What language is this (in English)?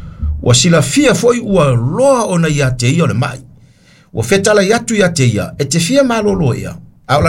Samoan